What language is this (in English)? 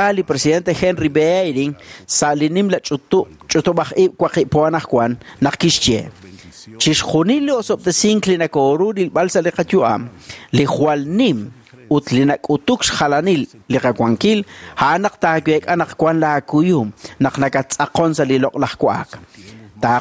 Kekchí